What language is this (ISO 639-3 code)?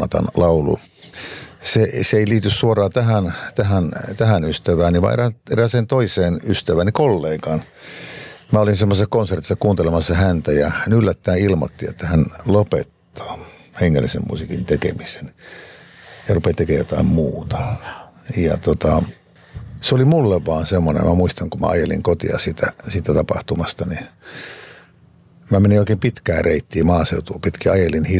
fin